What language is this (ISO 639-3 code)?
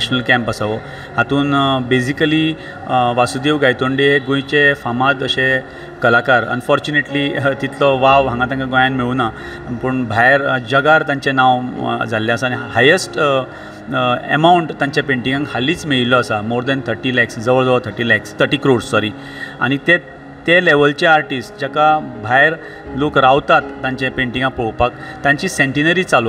kok